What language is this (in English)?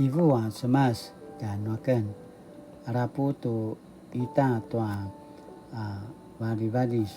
Paiwan